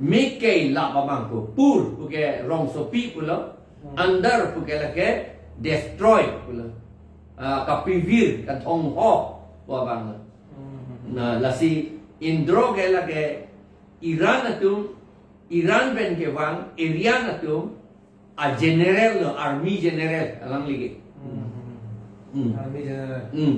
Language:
Karbi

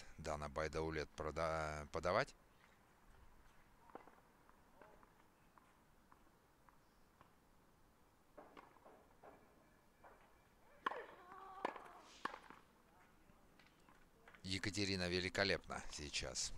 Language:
Russian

